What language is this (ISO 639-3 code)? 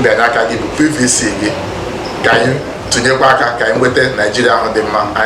ibo